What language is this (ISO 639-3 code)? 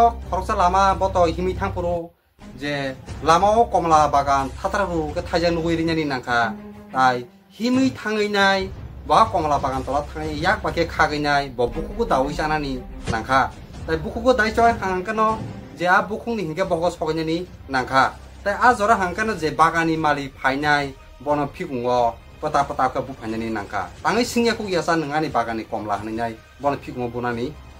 trp